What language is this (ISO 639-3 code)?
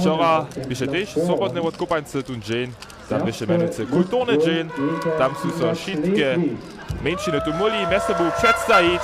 hsb